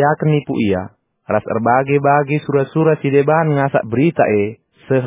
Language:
Batak Karo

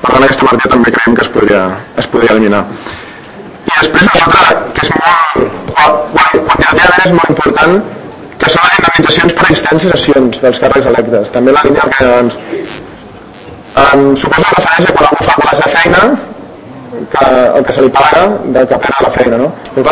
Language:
Catalan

